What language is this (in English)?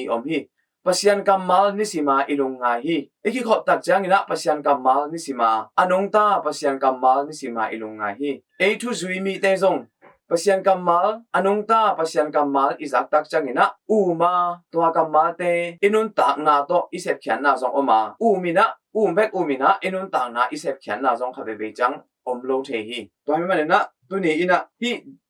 Tedim Chin